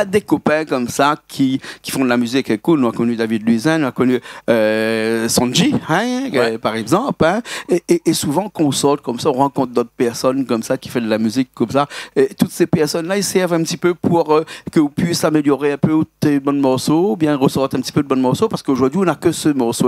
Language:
Réunion Creole French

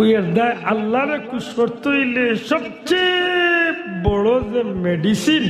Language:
Sylheti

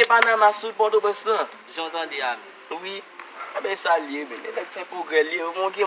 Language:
Haitian Creole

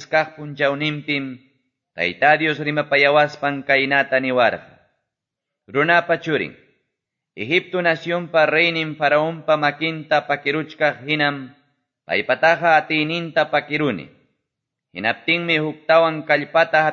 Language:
Quechua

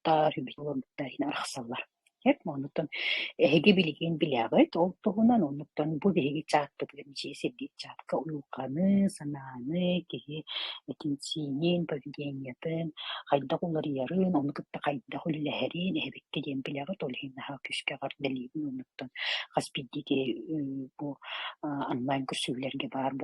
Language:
Yakut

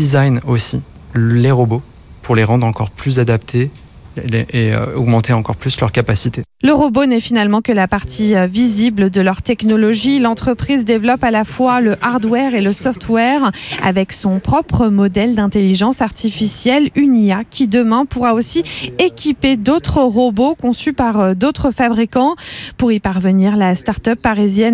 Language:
French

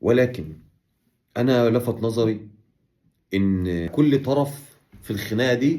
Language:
Egyptian Arabic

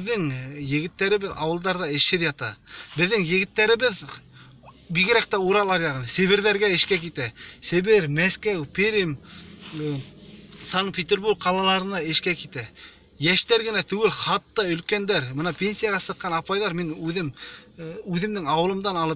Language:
Bashkir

